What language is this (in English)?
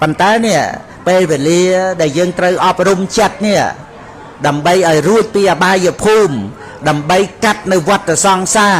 Khmer